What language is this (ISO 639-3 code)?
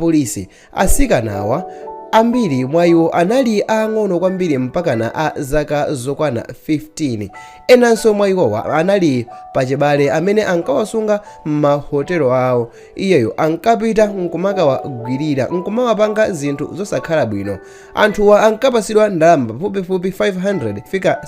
nya